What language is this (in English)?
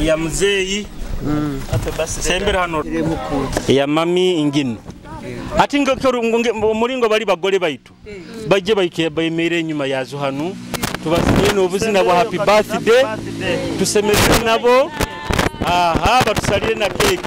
Nyoro